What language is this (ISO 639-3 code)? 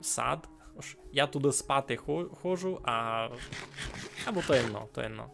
rue